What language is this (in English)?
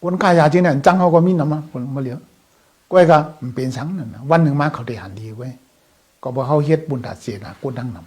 Shan